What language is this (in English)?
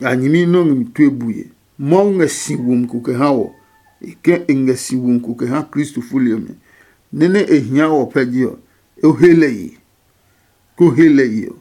Adangme